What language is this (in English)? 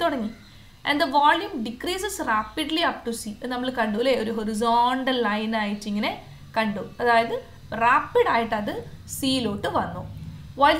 Malayalam